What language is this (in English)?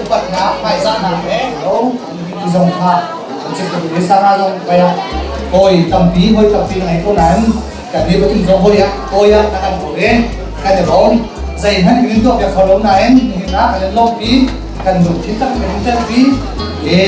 Hakha Chin